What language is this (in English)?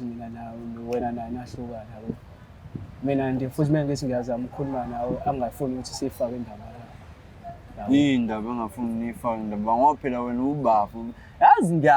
Zulu